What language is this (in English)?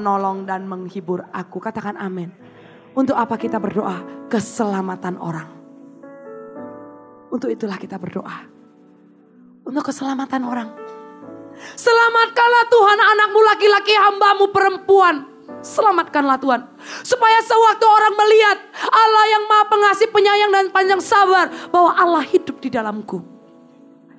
Indonesian